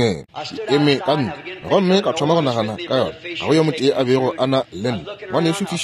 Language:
Northern Sotho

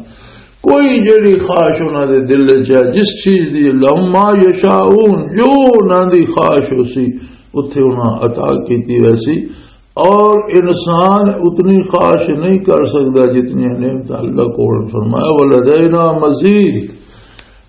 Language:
Western Panjabi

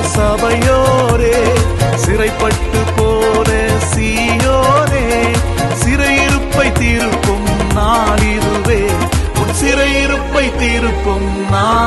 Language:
Tamil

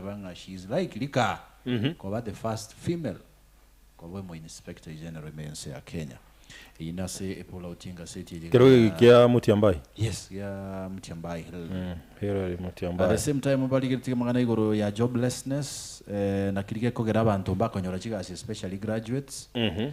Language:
Gusii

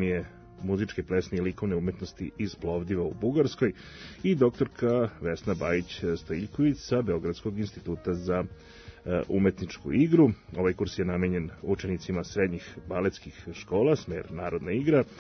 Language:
Serbian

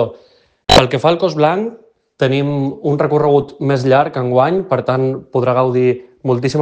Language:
Catalan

